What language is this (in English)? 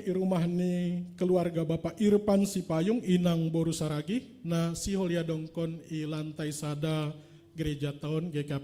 Batak Simalungun